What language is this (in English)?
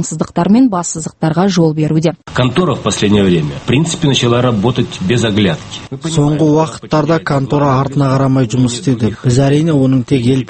Kazakh